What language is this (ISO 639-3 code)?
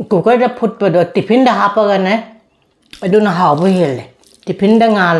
mni